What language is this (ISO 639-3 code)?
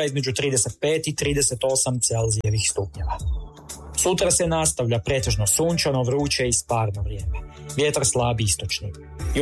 hrv